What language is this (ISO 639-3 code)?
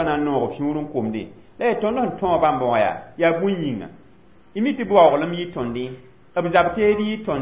mos